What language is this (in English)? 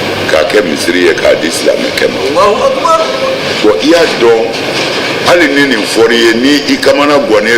Bambara